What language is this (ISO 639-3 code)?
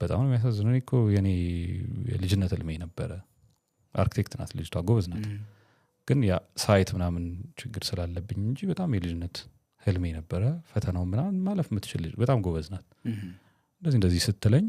amh